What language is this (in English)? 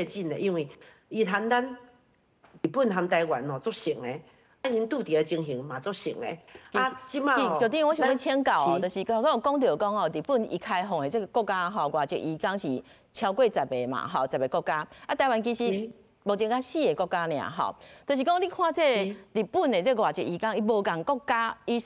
Min Nan Chinese